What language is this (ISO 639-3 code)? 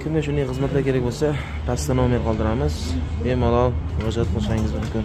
uzb